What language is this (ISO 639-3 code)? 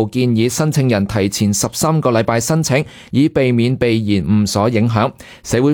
yue